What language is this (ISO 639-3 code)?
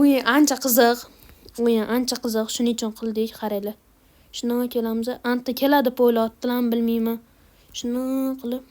uzb